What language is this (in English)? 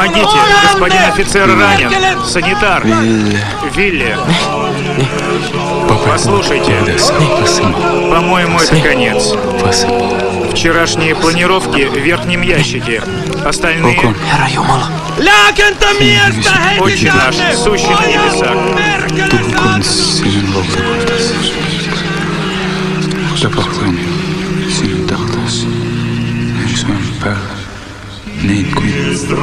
Russian